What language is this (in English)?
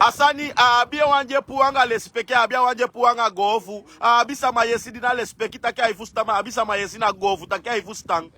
Sranan Tongo